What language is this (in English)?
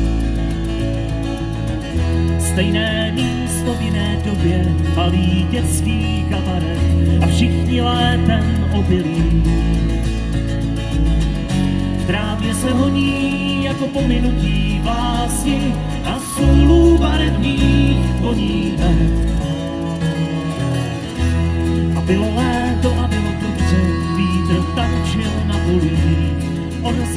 Czech